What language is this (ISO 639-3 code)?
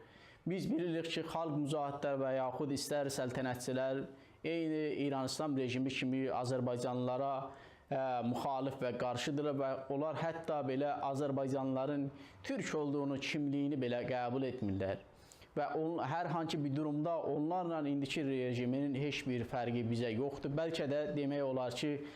azb